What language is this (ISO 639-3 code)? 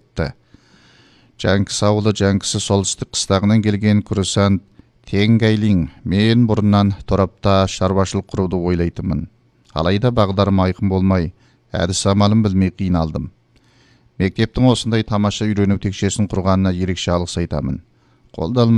kaz